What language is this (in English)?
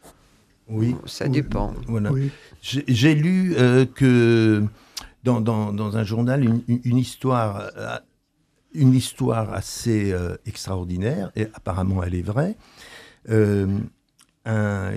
French